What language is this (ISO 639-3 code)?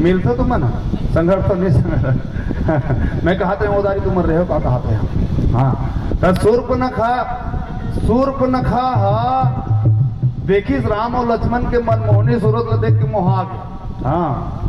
hne